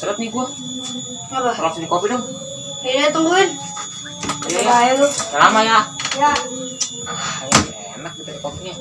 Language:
Betawi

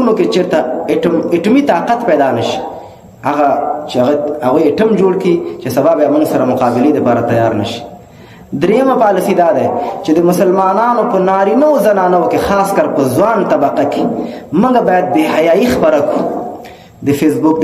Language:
Pashto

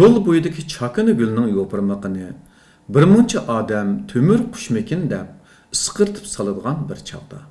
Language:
Uyghur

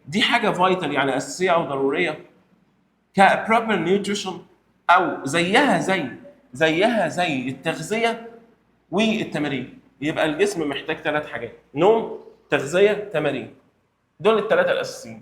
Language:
Egyptian Arabic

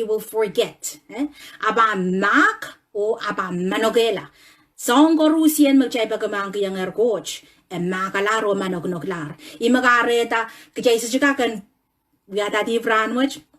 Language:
Pohnpeian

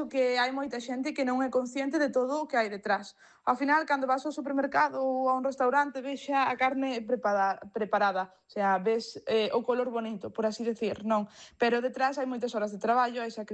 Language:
Galician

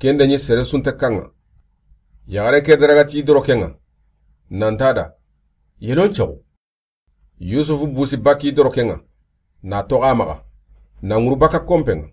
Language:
Soninke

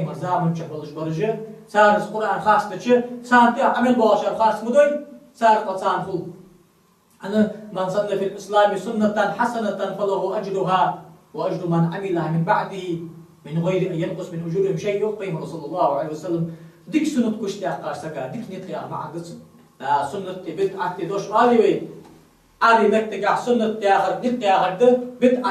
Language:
Ingush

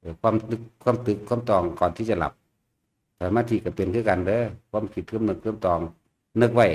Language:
Northeastern Thai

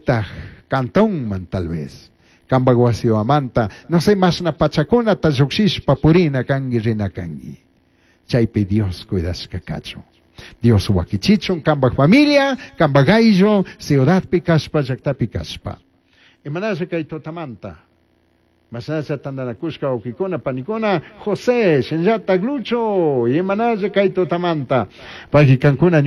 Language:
Chimborazo Highland Quichua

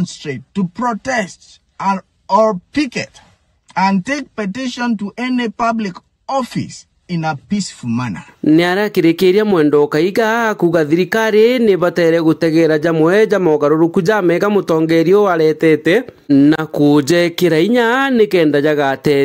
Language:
Meru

